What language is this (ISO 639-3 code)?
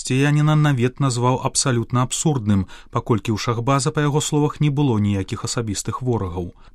bel